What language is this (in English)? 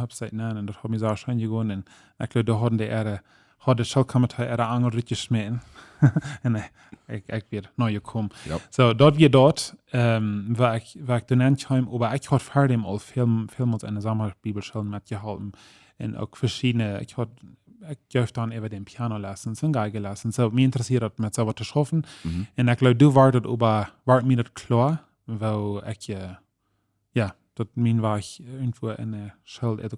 Plautdietsch